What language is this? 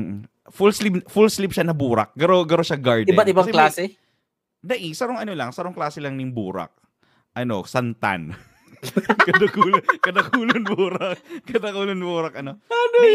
Bikol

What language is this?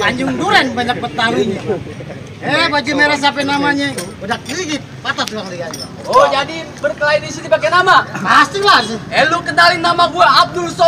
Betawi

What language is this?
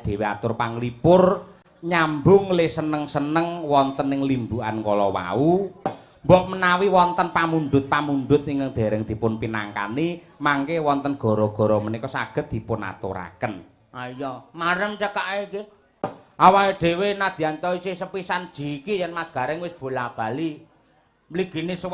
Javanese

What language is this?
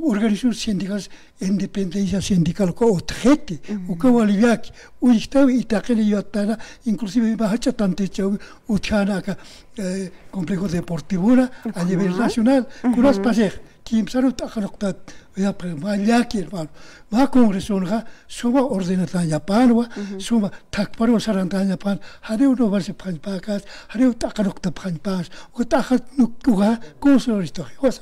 Aymara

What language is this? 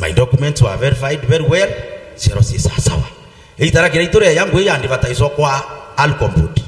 Meru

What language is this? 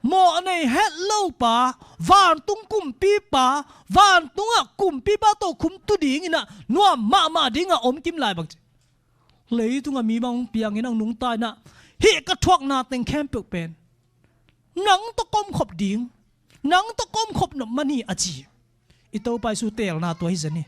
Tedim Chin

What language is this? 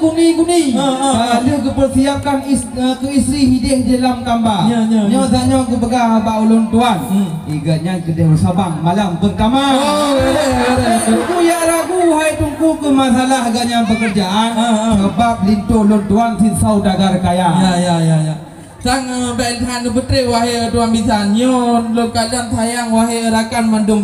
Achinese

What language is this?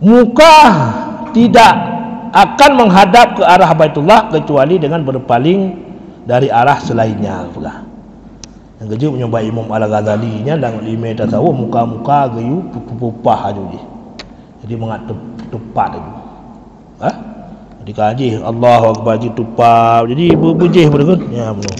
Achinese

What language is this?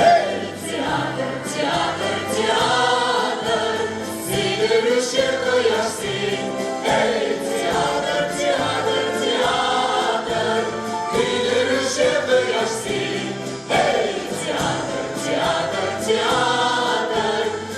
Tatar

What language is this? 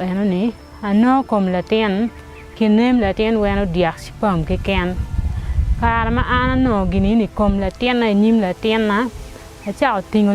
Acoli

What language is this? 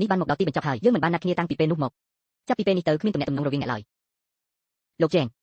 Khmer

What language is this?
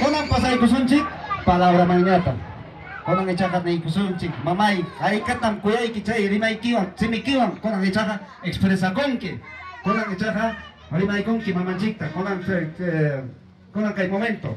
Ayacucho Quechua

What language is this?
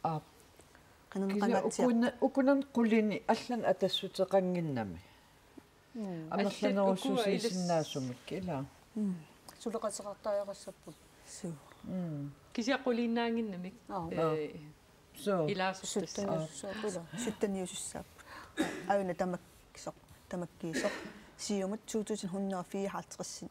Kalaallisut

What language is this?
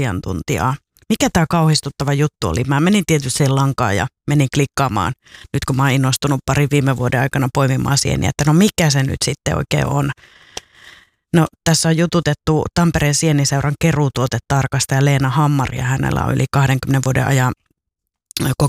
Finnish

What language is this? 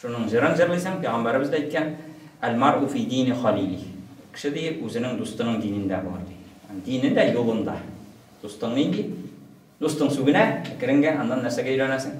Tatar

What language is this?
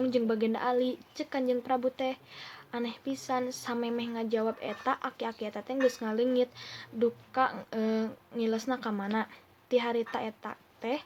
Sundanese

